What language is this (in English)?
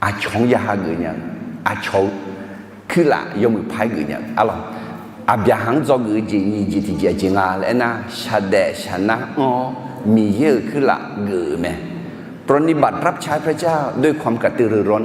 Akha